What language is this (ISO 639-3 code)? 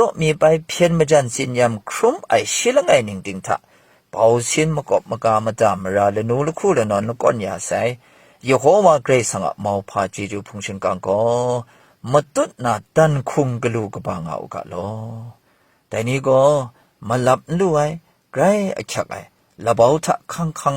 kac